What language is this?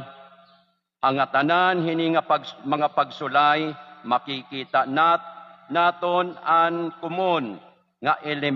Waray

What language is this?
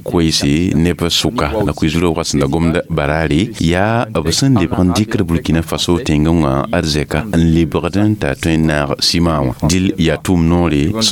Mossi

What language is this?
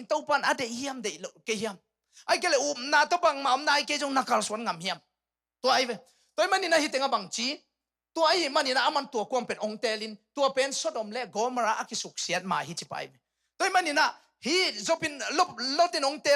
Tedim Chin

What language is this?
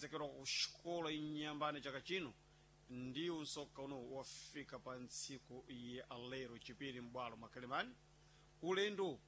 Sena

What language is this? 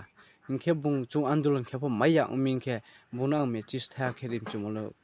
Riang (India)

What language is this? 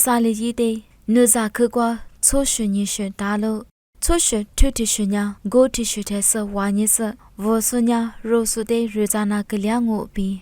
Lisu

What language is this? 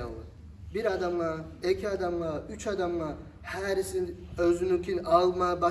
Kumyk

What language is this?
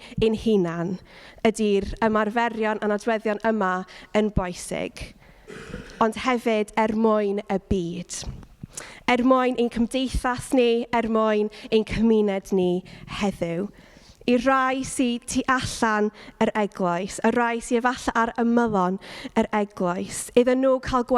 Welsh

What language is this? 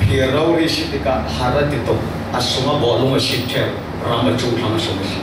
Falam Chin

